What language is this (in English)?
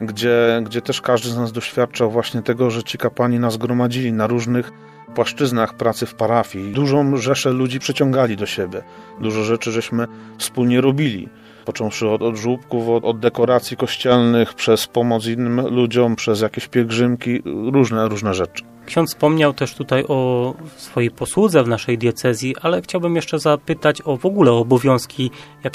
Polish